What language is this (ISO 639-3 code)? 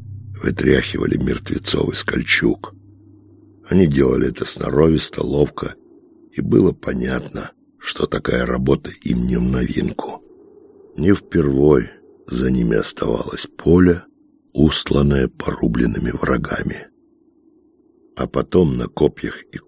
rus